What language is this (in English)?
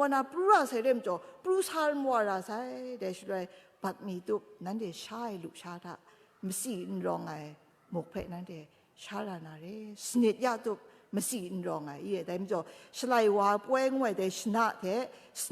Kachin